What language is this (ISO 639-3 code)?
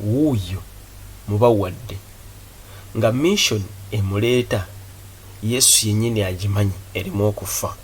lug